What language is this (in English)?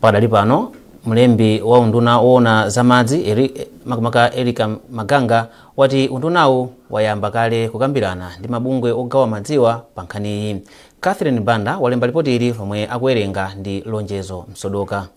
Nyanja